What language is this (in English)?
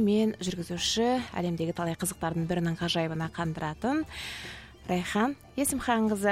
Kazakh